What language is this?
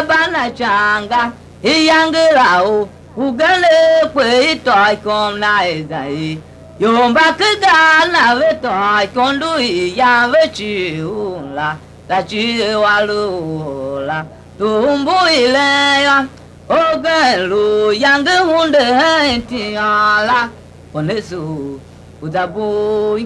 Tiv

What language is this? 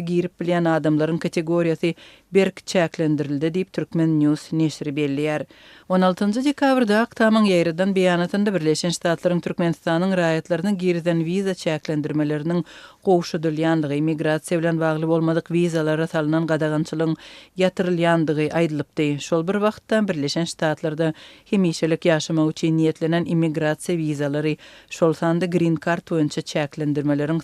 Turkmen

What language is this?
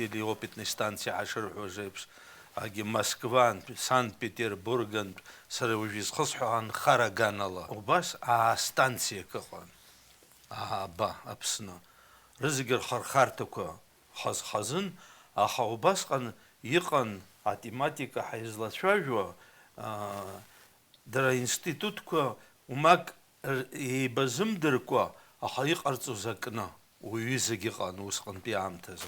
Abkhazian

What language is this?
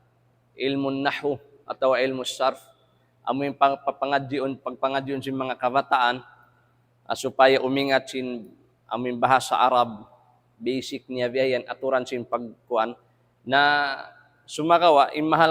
Tausug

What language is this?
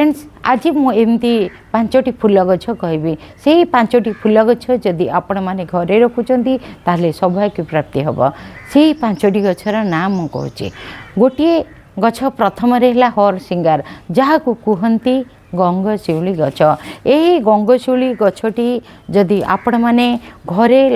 Odia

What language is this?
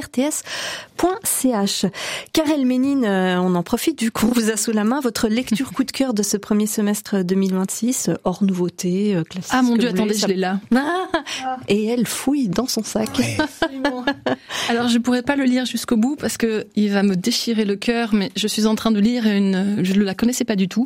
French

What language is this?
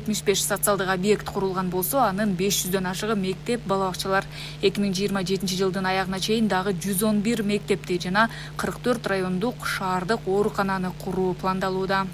Kyrgyz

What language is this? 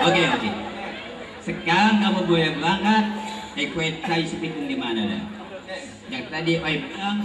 Betawi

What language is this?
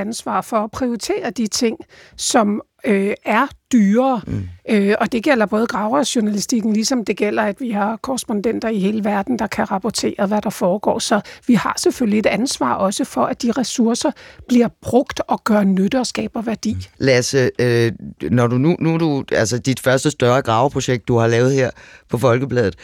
Danish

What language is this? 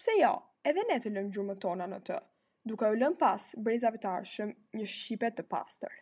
Albanian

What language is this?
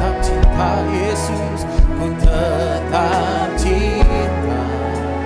Indonesian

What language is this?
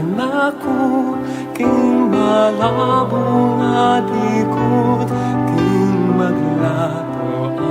Pampanga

